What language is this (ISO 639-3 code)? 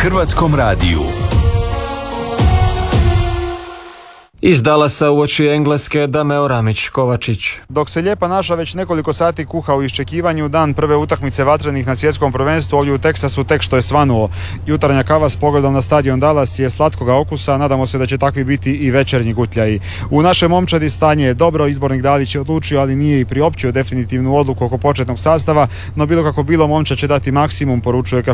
hrv